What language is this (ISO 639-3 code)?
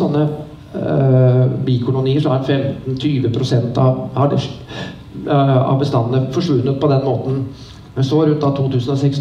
nor